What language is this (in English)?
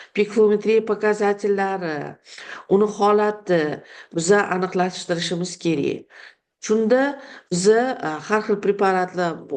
Uzbek